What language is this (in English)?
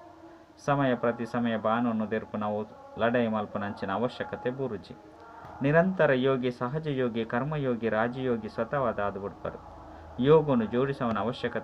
Tulu